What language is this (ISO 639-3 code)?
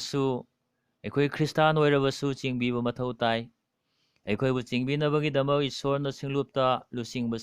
mni